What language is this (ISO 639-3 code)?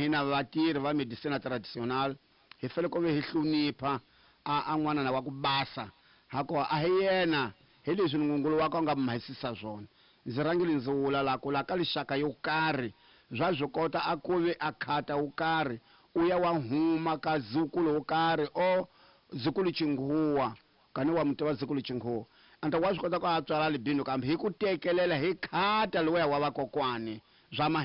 tso